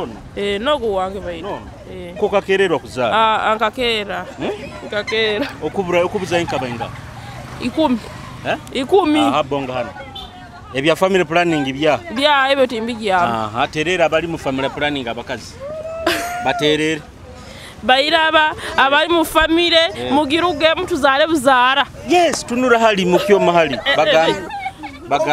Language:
Nyoro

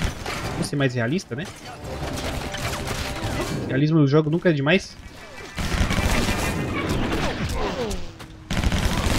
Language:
Portuguese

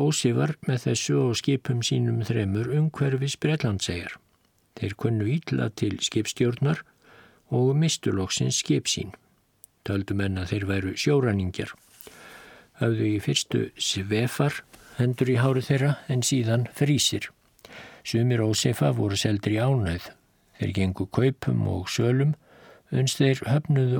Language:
Icelandic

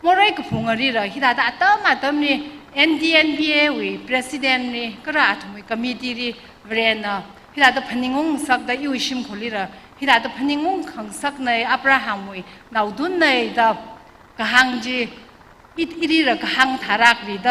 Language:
Tangkhul Naga (India)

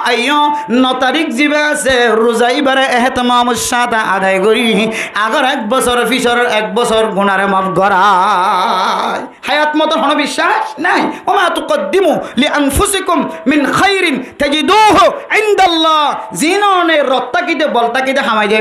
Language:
Rohingya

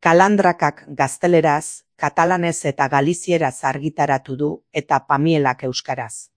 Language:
Basque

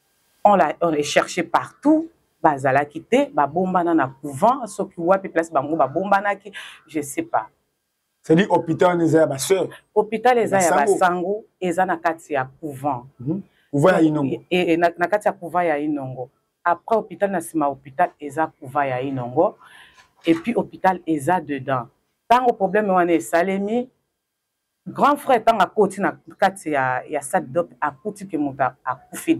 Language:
Lingala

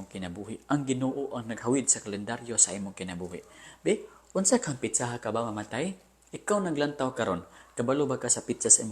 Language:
Cebuano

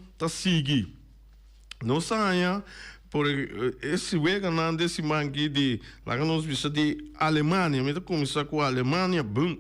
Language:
Papiamento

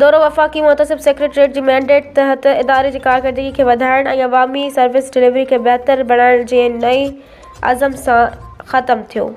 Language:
Sindhi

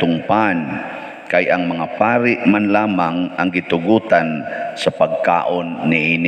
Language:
Cebuano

